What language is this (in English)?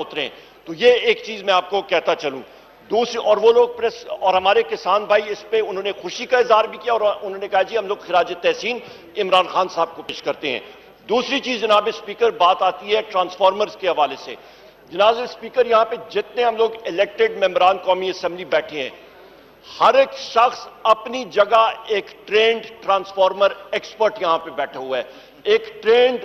Urdu